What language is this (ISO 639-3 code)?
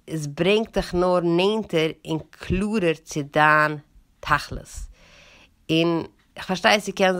yid